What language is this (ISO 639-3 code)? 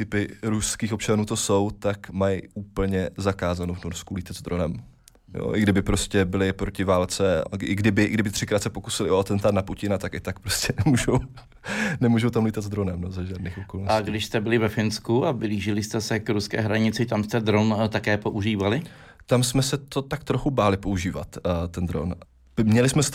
ces